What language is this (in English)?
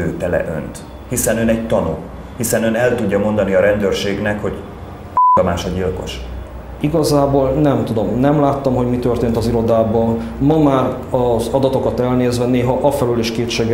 Hungarian